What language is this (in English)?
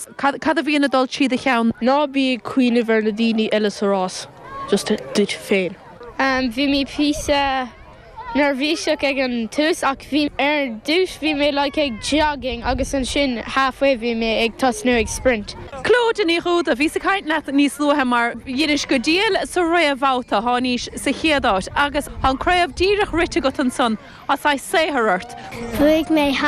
Irish